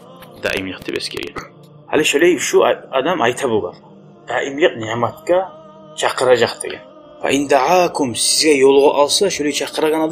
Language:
Kumyk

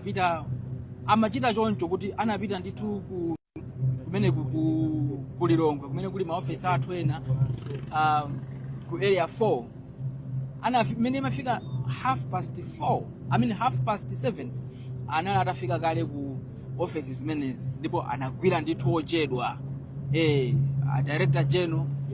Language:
Nyanja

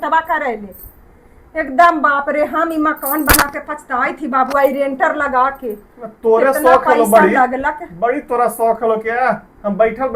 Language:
Magahi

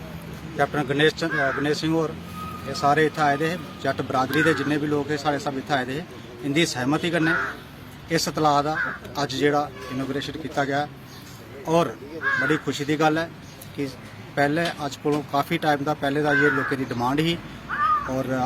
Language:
Dogri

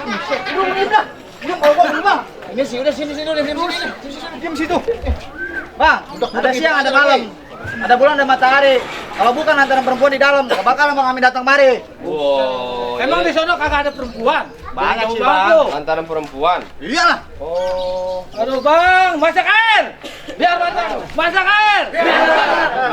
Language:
Betawi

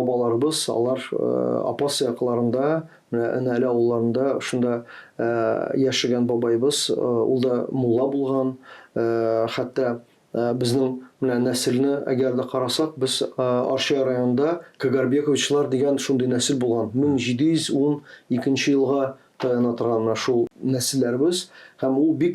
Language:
Tatar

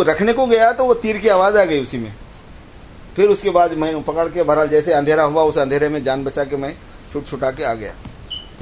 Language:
Urdu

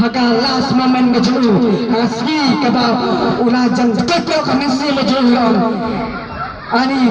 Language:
Khasi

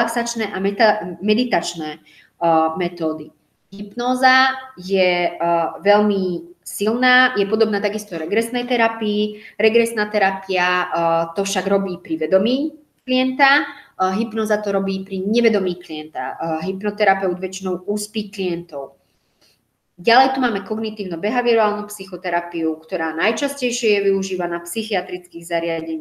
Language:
Slovak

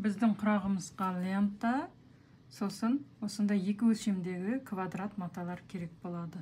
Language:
Kazakh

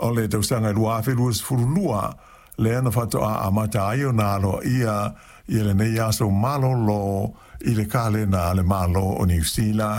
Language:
Samoan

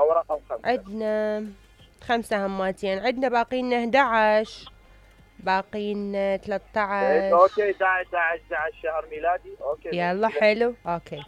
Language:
Mesopotamian Arabic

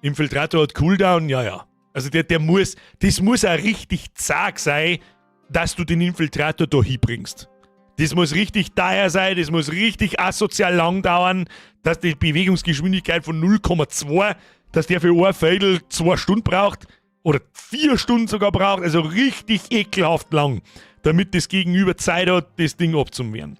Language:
Bavarian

